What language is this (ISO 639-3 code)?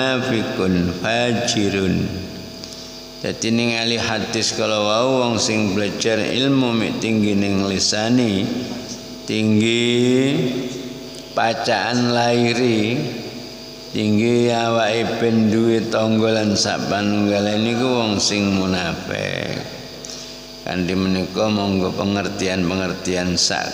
jav